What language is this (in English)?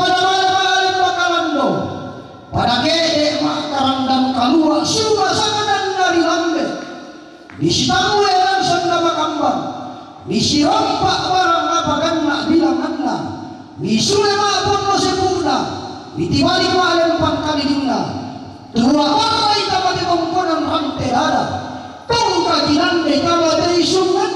Toraja-Sa'dan